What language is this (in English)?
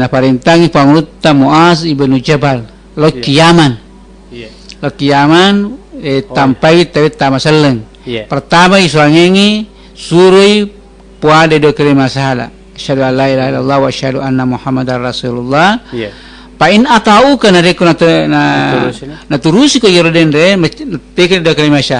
Buginese